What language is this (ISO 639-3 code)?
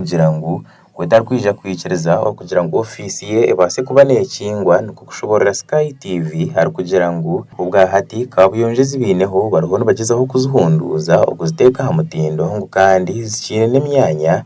nyn